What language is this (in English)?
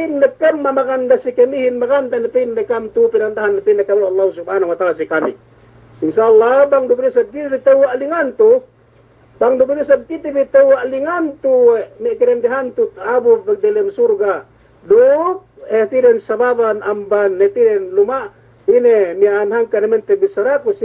Yakan